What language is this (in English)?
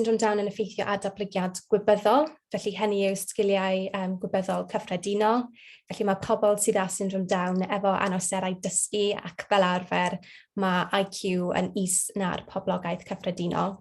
Welsh